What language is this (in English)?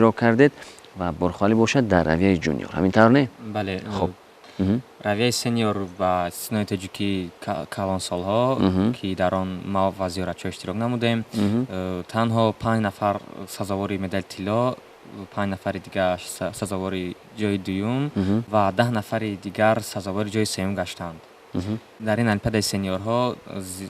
Tajik